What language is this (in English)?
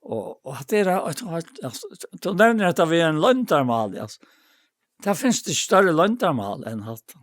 Faroese